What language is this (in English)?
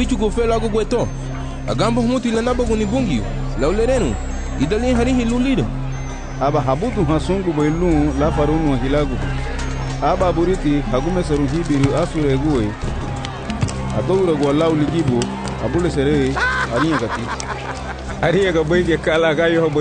Garifuna